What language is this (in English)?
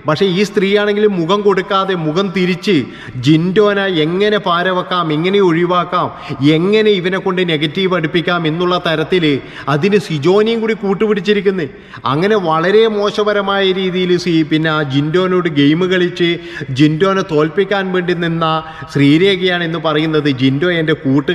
Malayalam